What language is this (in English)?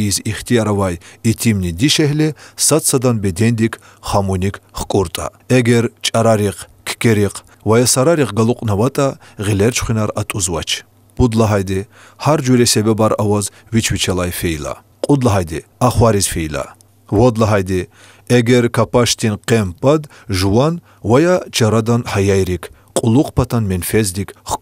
Lezghian